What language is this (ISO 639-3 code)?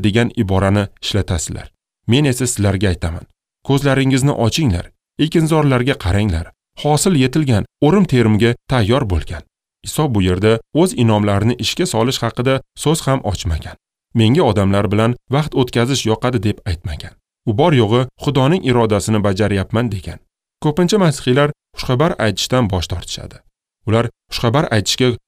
uzb